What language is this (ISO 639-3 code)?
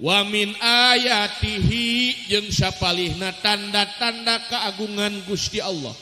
sun